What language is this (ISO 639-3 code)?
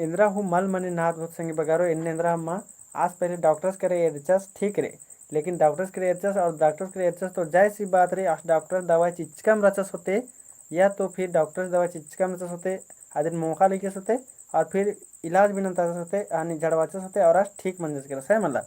kru